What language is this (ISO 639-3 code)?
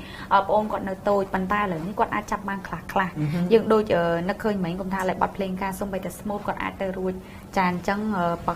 khm